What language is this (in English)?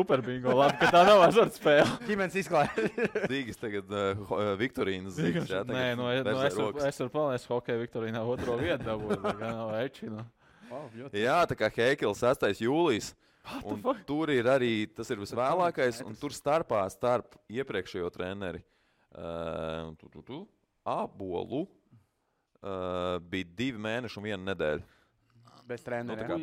Latvian